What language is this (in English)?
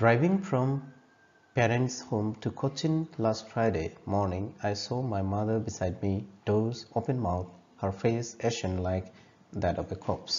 Assamese